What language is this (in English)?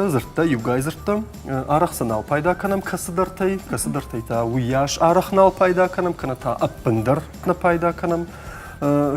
Ossetic